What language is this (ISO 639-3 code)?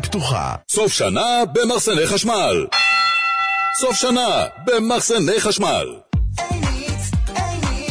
heb